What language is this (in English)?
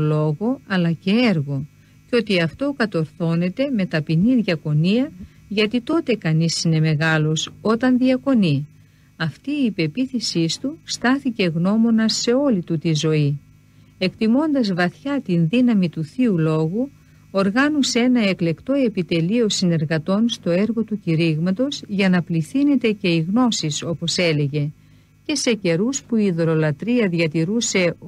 Greek